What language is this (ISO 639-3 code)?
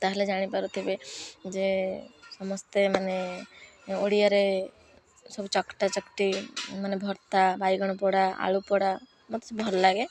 ori